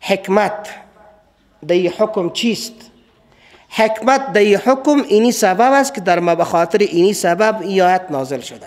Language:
Persian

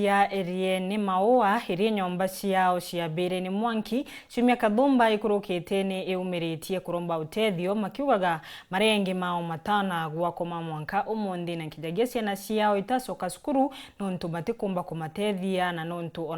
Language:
Meru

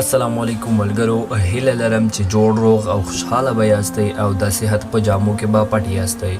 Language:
Pashto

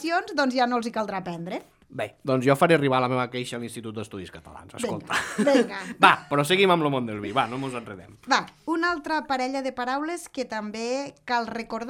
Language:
Catalan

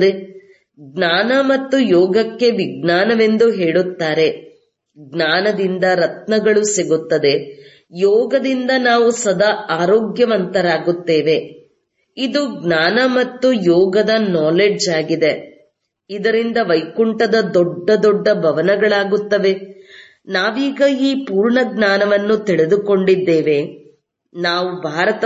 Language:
Kannada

